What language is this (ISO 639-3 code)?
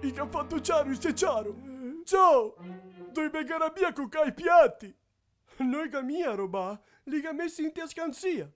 vec